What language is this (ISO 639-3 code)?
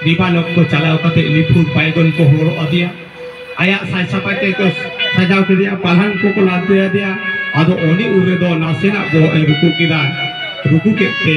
sat